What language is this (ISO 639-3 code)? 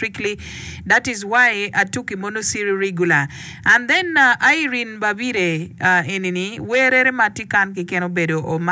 ach